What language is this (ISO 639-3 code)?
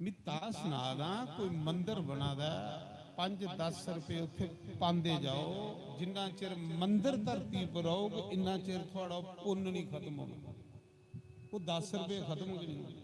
doi